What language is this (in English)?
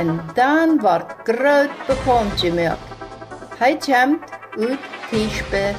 Plautdietsch